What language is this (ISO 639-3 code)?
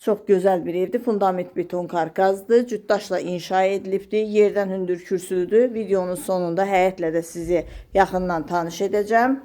aze